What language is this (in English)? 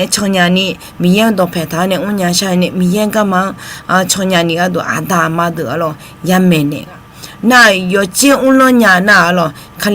Akha